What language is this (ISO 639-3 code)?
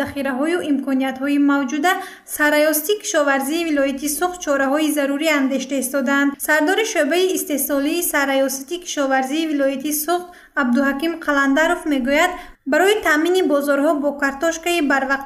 tgk